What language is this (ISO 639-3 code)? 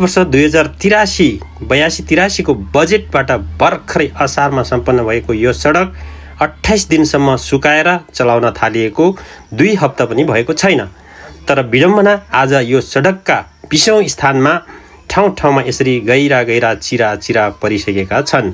nep